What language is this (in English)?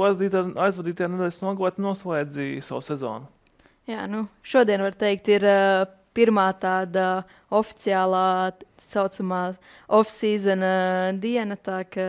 Latvian